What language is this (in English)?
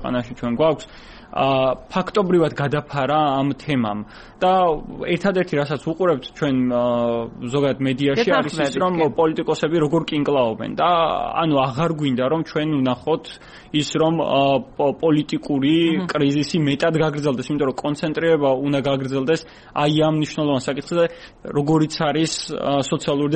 Georgian